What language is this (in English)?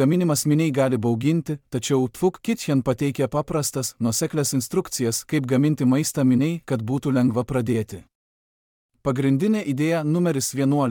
Lithuanian